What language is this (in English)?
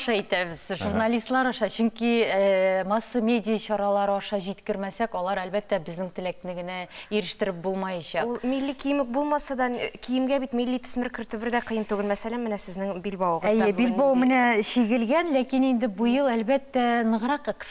Tatar